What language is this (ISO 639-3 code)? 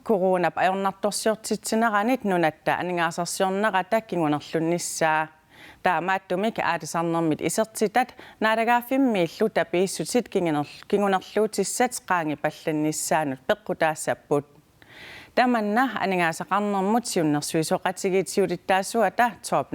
kal